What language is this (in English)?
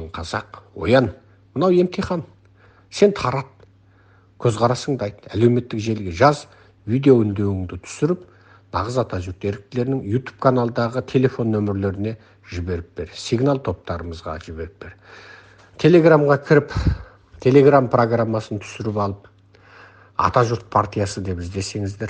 Kazakh